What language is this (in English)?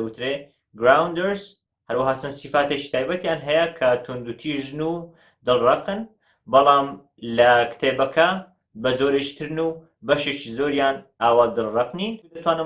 Central Kurdish